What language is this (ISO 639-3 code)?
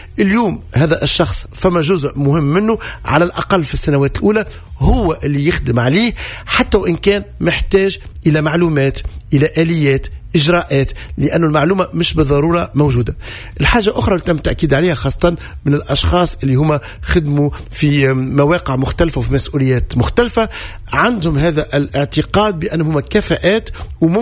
aeb